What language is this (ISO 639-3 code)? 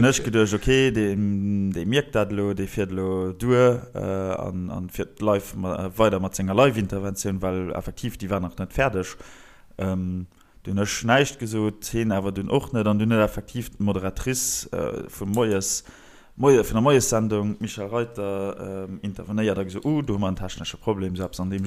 ltz